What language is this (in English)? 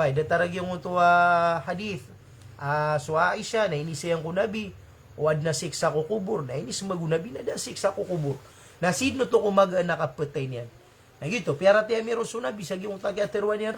Maranao